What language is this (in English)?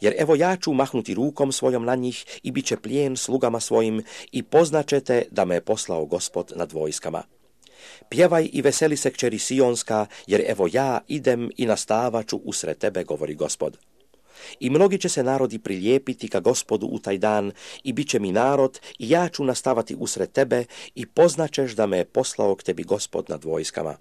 Serbian